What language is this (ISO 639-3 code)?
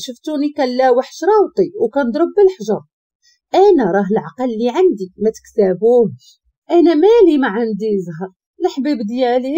ary